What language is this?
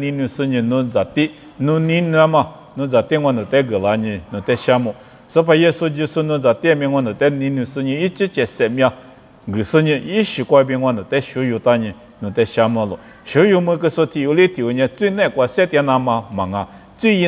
Lisu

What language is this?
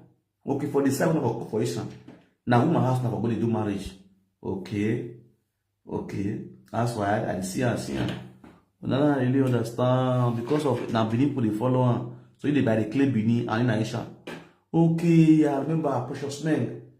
Nigerian Pidgin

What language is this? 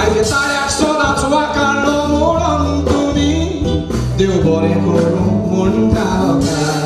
Konkani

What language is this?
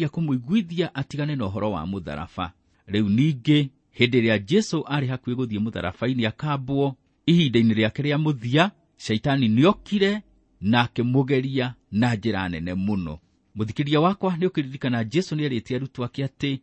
Kikuyu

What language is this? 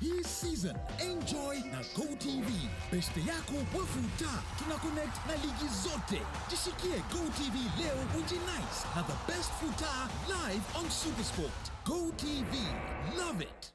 Meru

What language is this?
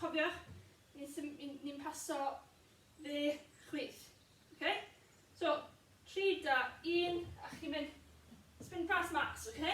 Welsh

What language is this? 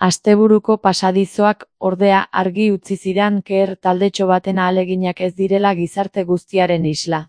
Basque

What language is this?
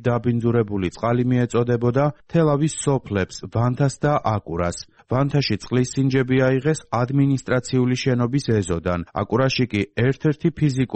Georgian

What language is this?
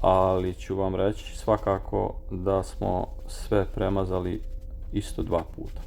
Serbian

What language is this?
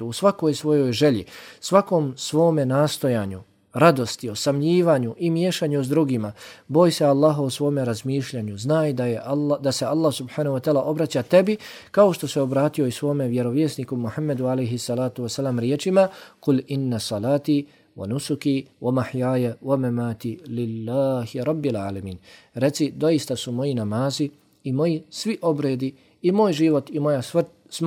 Bosnian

